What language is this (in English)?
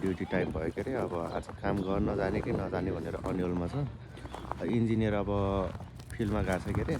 Nepali